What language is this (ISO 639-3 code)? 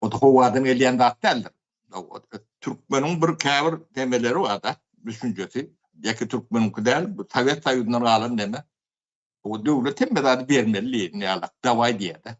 tuk